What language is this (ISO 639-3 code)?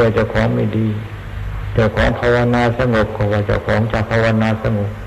tha